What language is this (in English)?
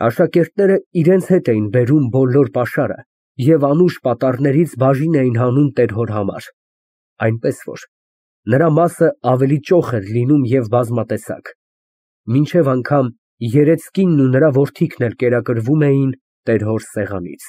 Armenian